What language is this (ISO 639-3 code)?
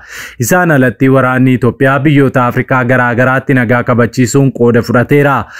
orm